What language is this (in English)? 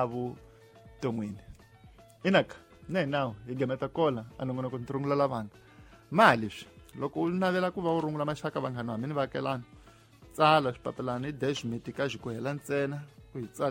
Tsonga